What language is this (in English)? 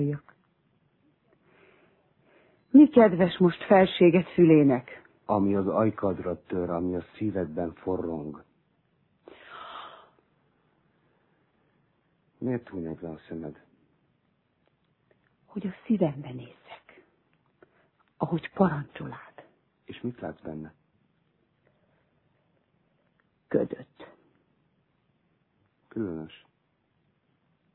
Hungarian